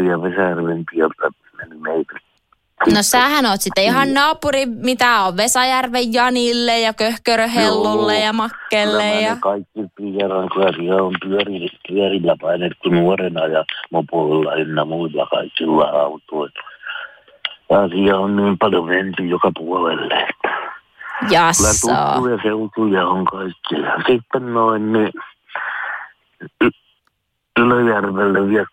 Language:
Finnish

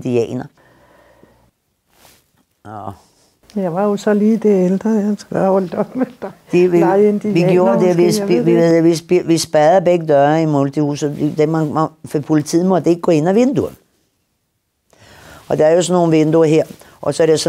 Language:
Danish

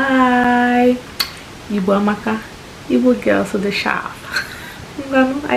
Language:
Igbo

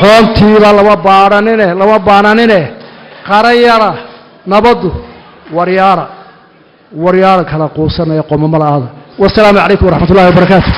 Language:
Somali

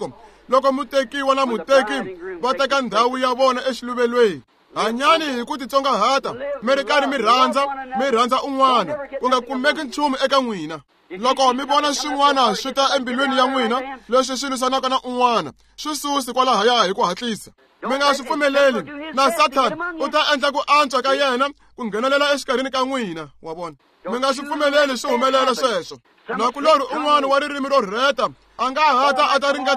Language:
Tsonga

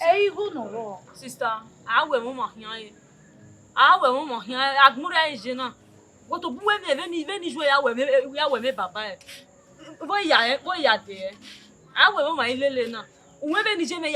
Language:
Bini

